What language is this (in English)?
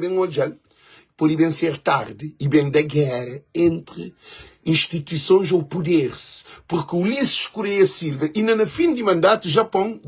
Kabuverdianu